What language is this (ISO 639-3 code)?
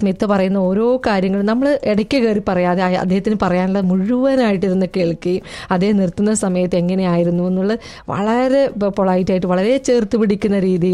mal